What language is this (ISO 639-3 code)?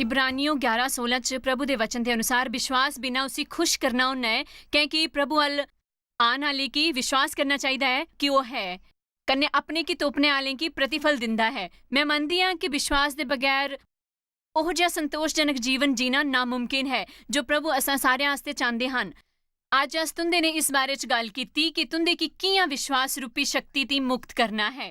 doi